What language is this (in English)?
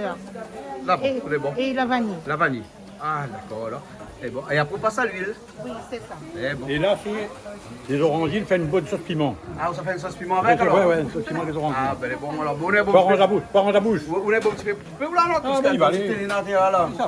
Réunion Creole French